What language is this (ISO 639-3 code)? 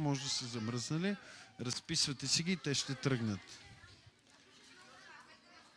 bul